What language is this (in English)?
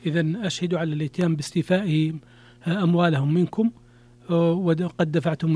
Arabic